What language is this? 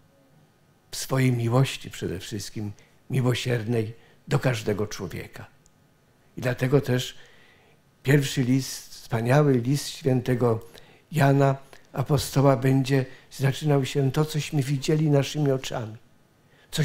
Polish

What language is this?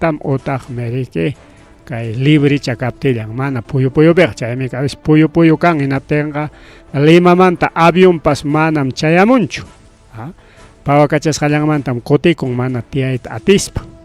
Ayacucho Quechua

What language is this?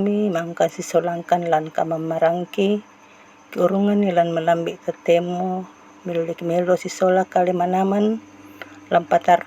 Toraja-Sa'dan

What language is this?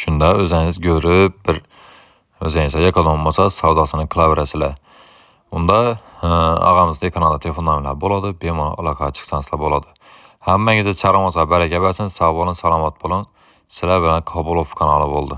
Uzbek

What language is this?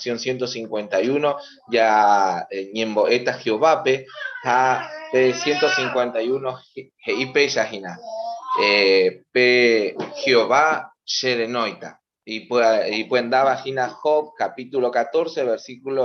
Guarani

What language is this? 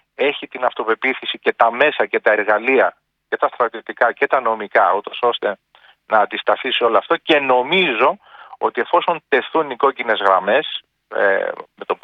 Greek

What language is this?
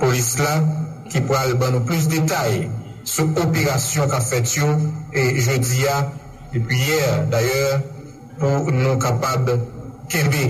Haitian Creole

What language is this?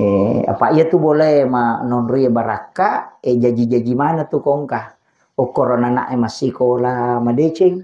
Buginese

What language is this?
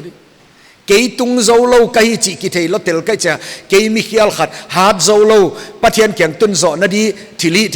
Paite Chin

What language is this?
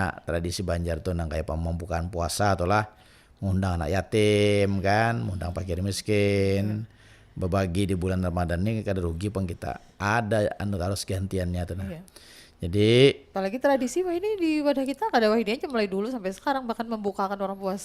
Banjar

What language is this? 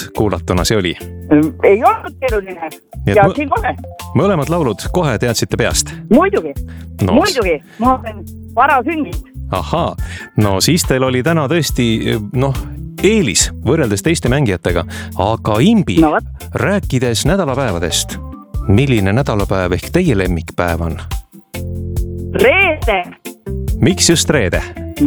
Estonian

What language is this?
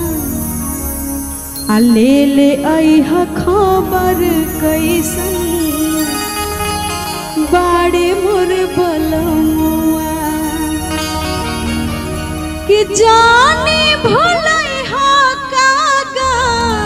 Bhojpuri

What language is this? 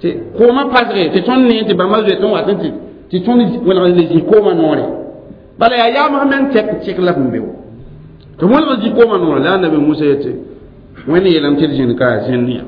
Mossi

